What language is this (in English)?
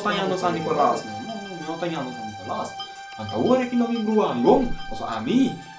Papiamento